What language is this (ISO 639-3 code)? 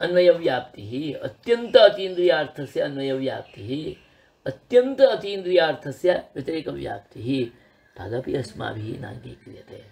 san